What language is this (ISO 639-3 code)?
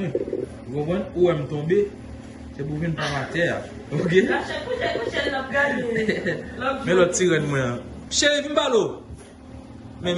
hat